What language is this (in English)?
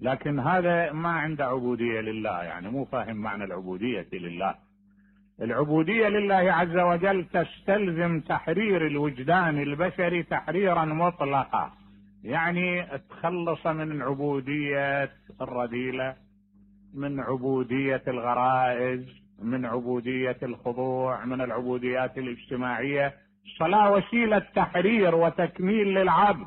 Mesopotamian Arabic